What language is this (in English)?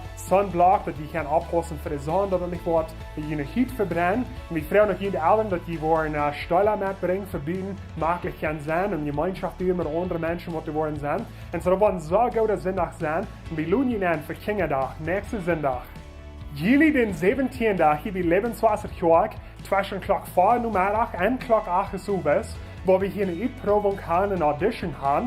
Plautdietsch